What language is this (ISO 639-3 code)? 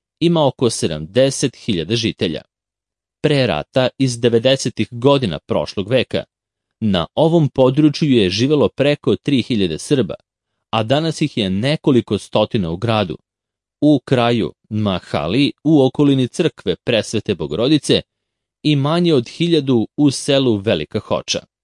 srp